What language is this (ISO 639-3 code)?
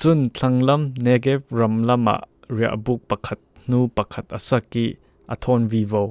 cfm